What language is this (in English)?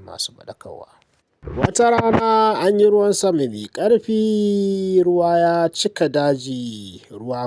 Hausa